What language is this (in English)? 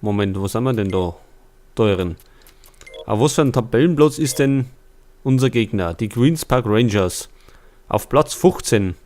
Bavarian